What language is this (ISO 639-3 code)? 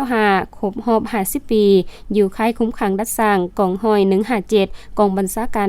lao